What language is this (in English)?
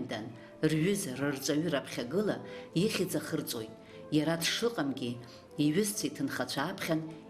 Abkhazian